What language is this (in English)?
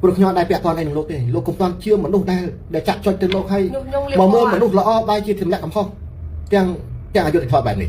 Khmer